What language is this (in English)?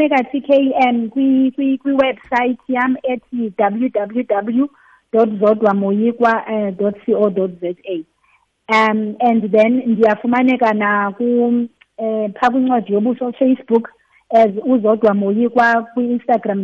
Xhosa